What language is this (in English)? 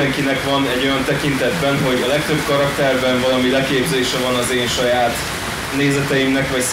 Hungarian